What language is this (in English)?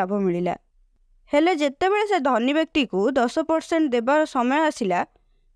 Odia